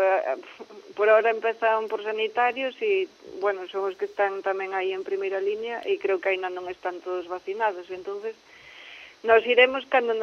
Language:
Galician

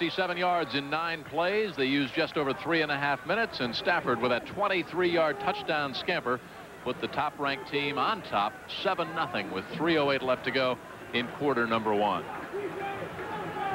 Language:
English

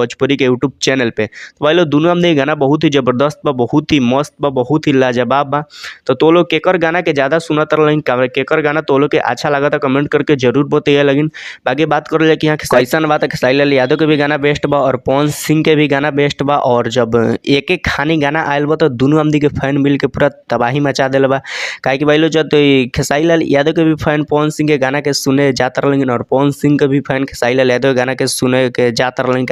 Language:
Bhojpuri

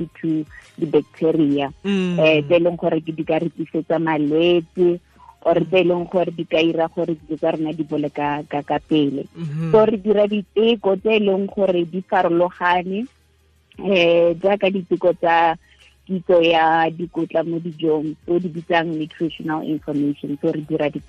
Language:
Tswana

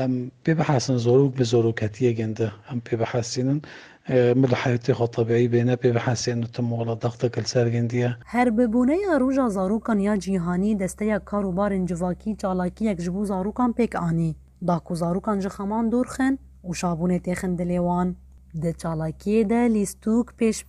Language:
Kurdish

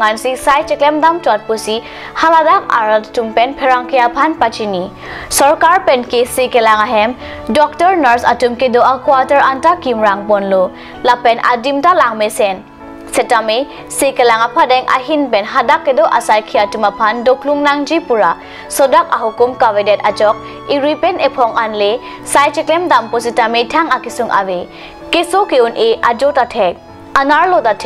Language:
Karbi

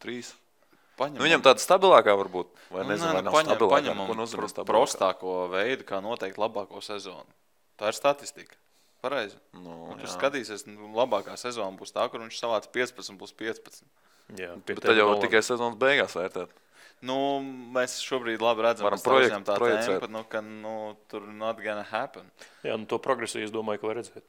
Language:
Latvian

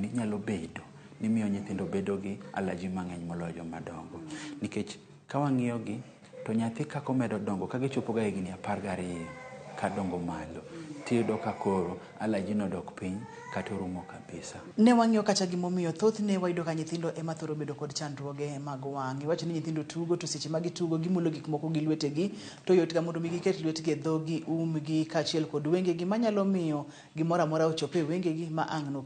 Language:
Luo (Kenya and Tanzania)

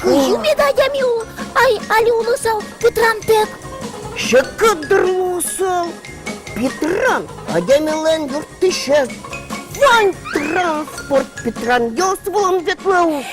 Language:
Udmurt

